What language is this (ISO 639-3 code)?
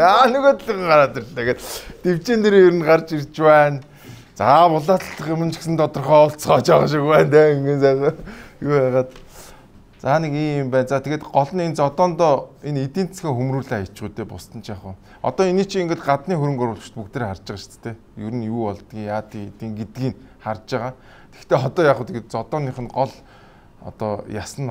mon